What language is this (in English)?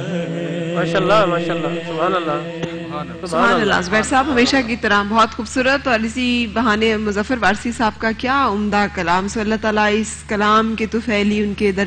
Urdu